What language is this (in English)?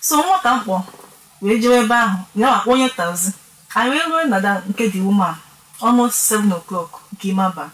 Igbo